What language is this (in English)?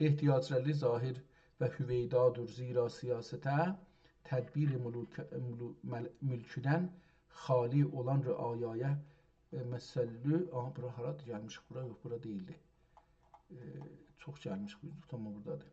South Azerbaijani